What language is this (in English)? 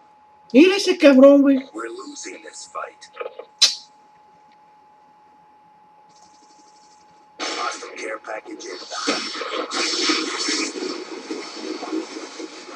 Spanish